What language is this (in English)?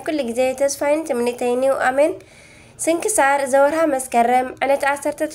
Tigrinya